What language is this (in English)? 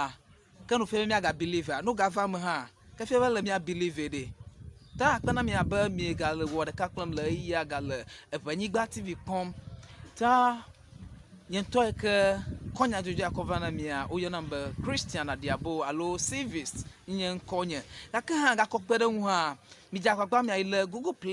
Ewe